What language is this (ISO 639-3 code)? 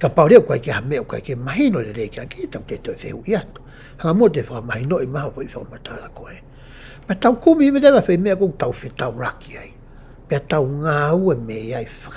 ton